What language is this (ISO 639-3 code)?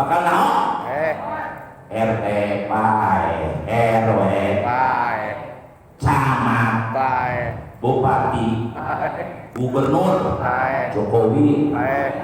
sun